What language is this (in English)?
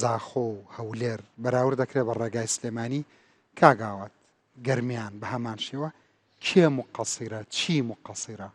Central Kurdish